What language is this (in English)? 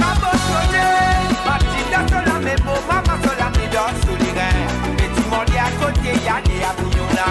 Morisyen